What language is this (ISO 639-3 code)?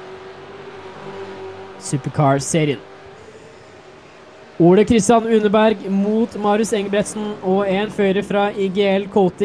nor